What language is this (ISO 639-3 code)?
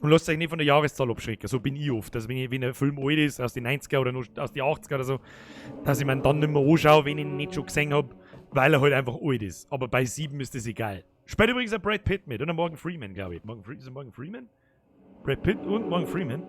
bar